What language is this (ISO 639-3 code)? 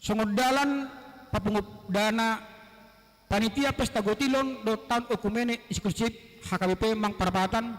bbc